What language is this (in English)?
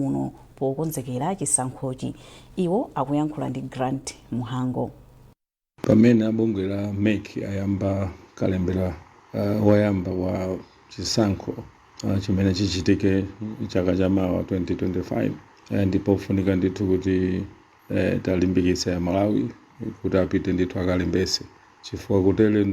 Nyanja